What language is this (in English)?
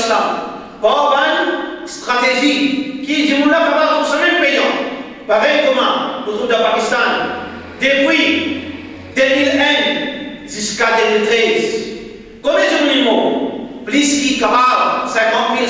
Morisyen